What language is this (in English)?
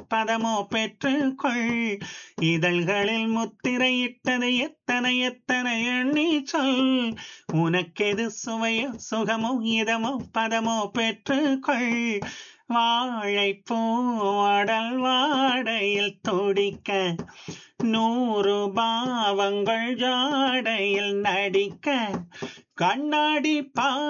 Tamil